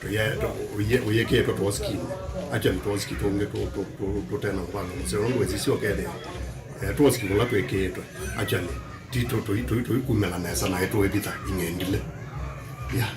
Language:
Kamba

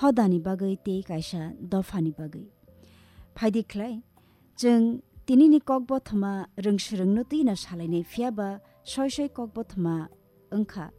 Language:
Kok Borok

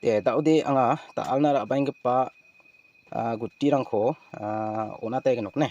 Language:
Garo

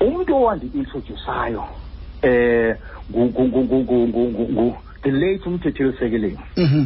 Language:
Xhosa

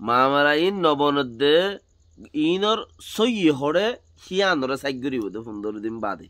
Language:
Rohingya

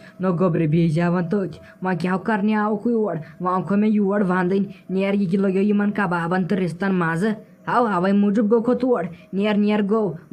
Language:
Kashmiri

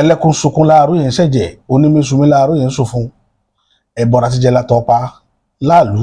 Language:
Yoruba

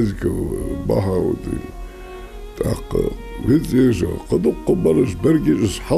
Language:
Ingush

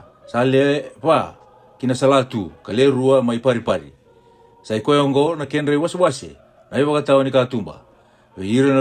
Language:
Fijian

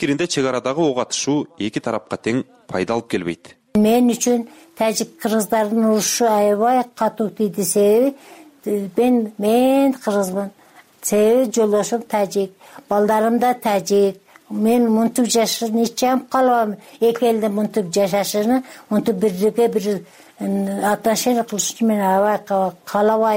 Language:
Kyrgyz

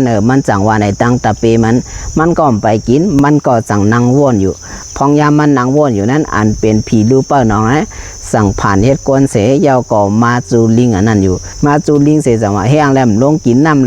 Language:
Shan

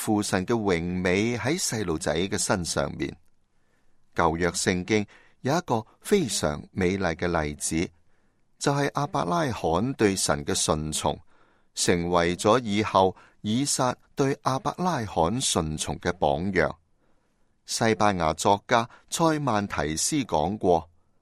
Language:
Cantonese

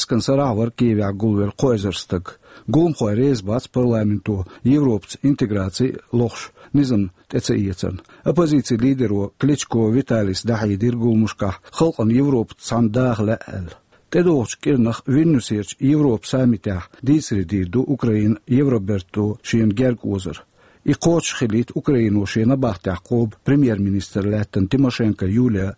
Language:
Chechen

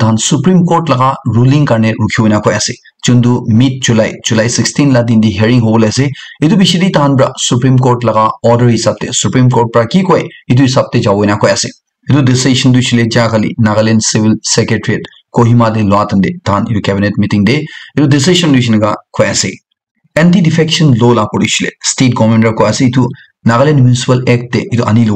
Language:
Naga Pidgin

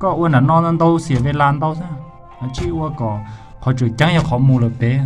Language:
Hmong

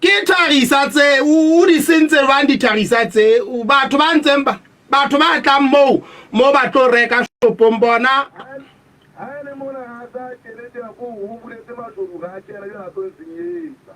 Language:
Southern Sotho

